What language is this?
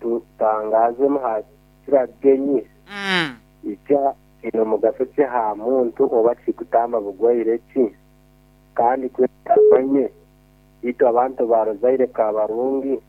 Nyankole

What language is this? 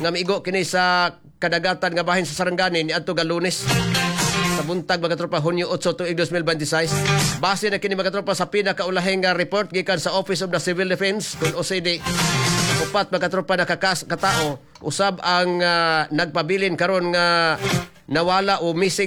Cebuano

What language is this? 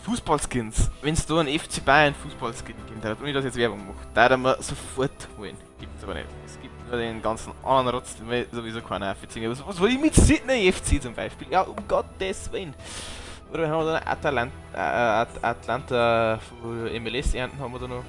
Bavarian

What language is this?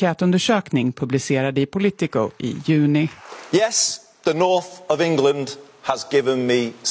Swedish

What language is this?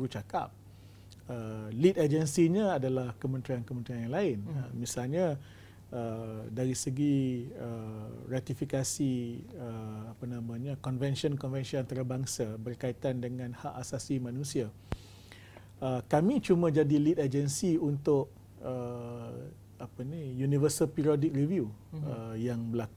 Malay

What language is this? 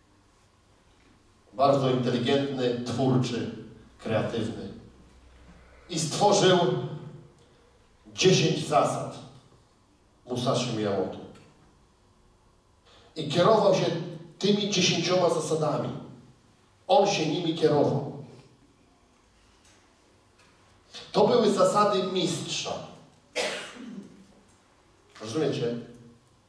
Polish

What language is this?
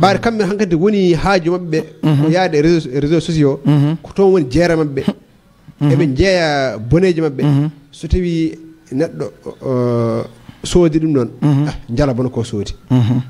Fula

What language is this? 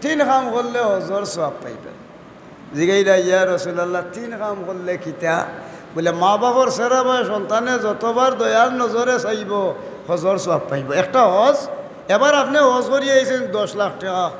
Sylheti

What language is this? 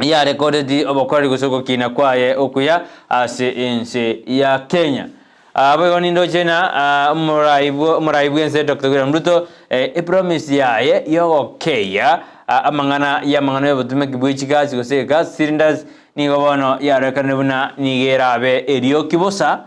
Gusii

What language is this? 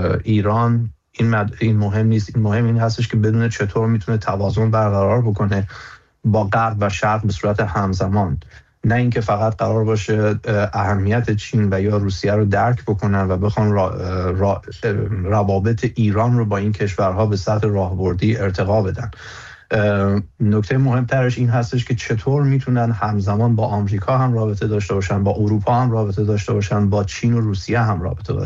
Persian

